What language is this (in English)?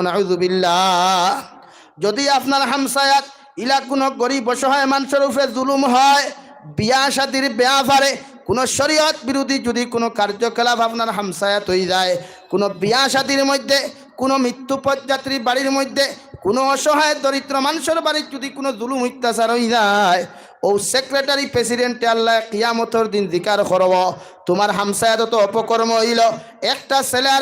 Sylheti